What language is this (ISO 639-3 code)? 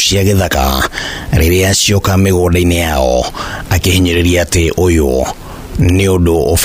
kik